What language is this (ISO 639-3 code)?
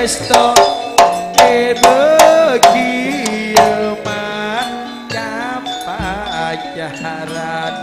mad